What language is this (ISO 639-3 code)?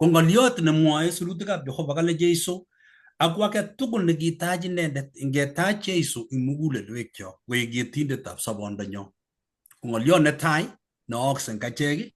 kln